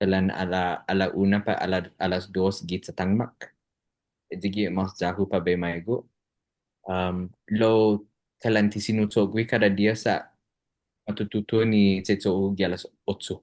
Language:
Chamorro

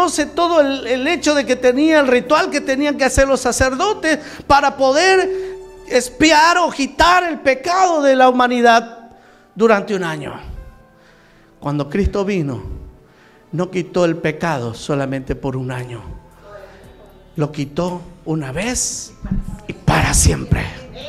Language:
Spanish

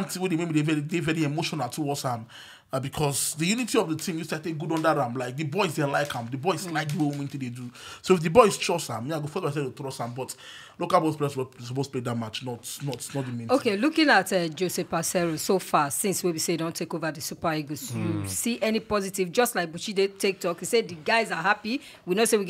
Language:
Nigerian Pidgin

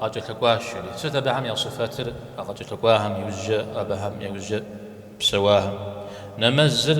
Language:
Kabardian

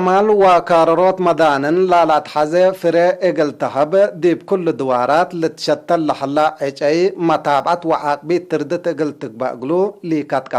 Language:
Tigre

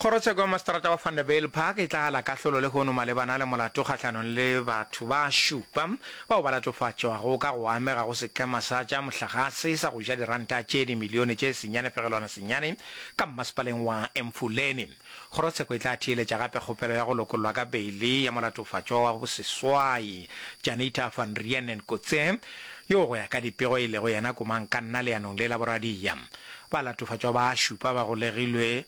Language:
Northern Sotho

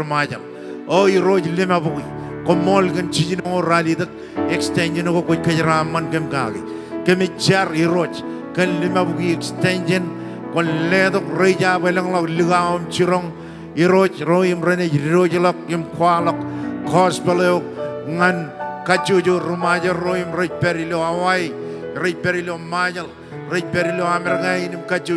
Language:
Marshallese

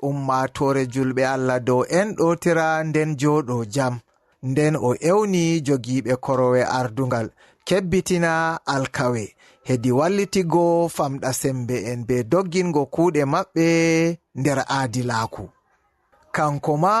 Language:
Fula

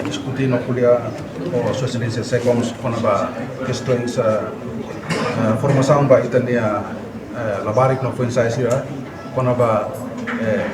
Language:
Tetum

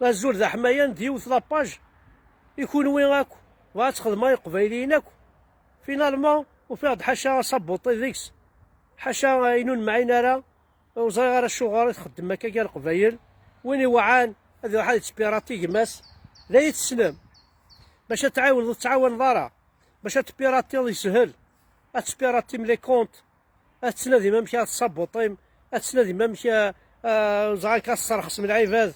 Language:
Kabyle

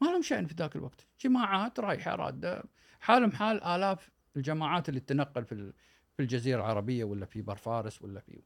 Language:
Gulf Arabic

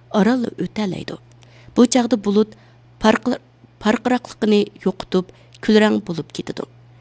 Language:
Uyghur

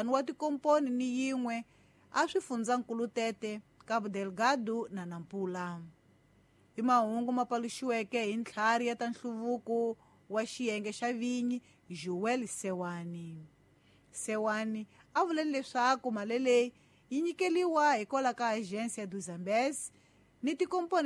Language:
Tsonga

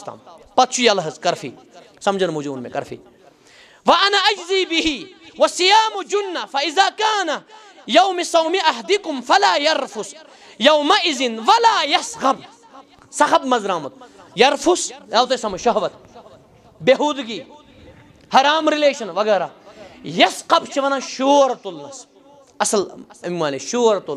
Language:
Kashmiri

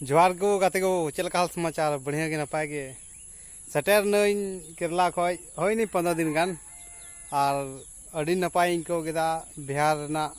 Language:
Santali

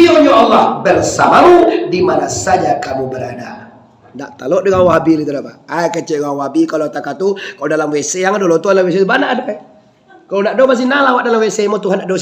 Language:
Minangkabau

